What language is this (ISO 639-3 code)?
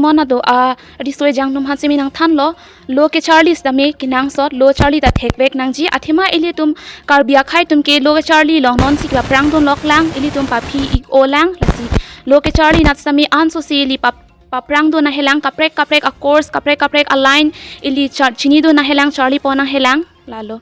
mjw